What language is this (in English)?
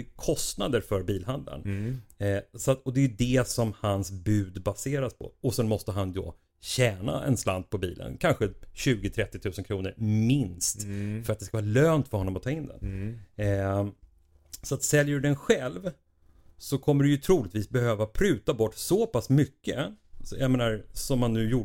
Swedish